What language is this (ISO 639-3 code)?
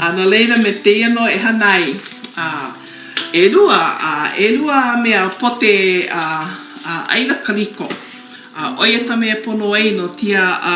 haw